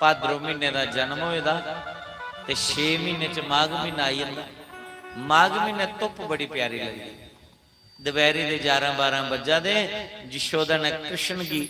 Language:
Dogri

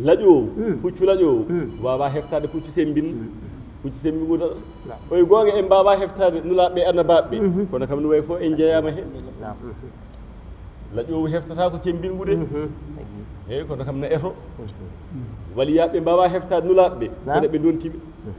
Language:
Fula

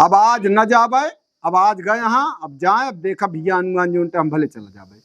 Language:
Awadhi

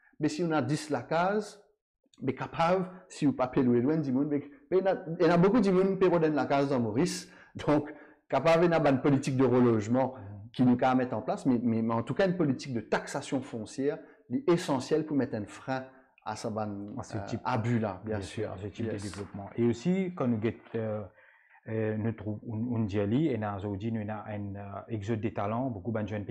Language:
Morisyen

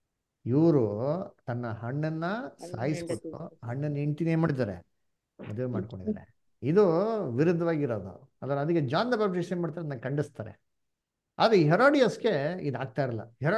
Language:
Kannada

